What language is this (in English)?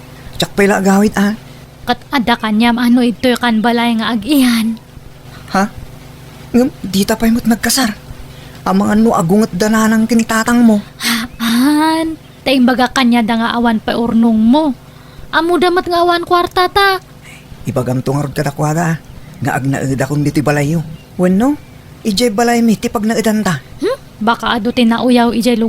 Iloko